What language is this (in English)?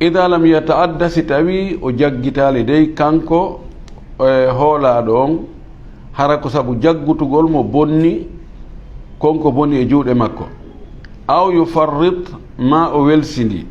Fula